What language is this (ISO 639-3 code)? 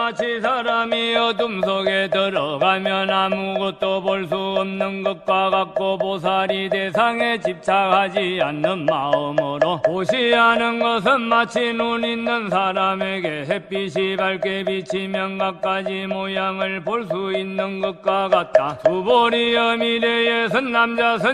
kor